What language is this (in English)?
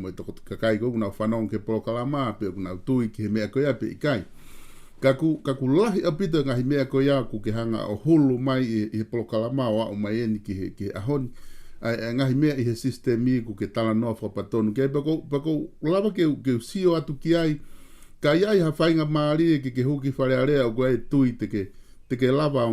Tongan